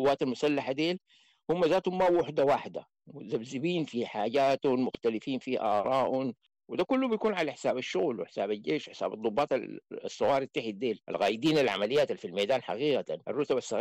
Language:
Sudanese Arabic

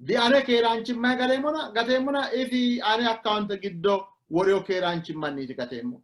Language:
Sidamo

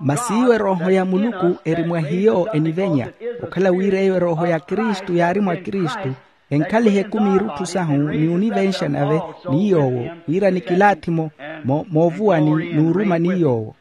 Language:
Makhuwa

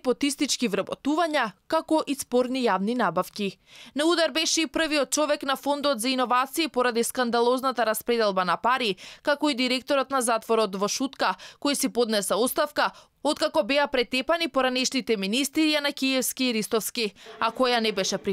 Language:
Macedonian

